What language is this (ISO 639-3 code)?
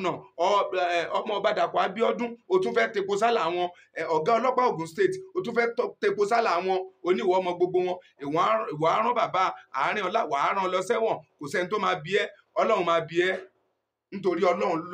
yor